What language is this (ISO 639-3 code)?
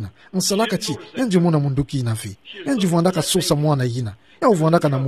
ktu